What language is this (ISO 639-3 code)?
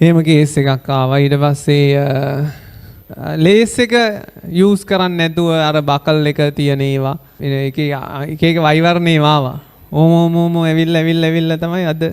sin